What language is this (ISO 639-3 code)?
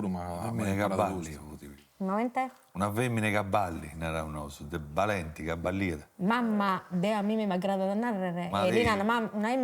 srd